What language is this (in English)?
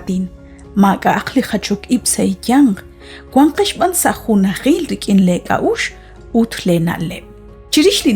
Kekchí